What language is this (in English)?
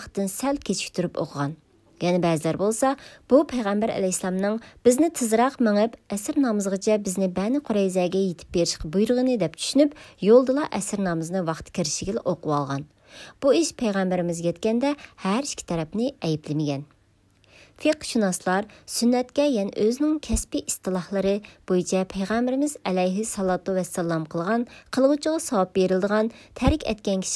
Uyghur